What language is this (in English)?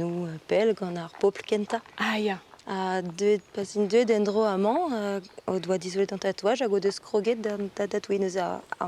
Breton